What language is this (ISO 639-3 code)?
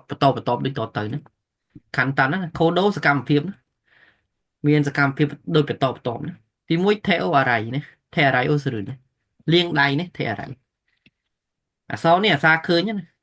khm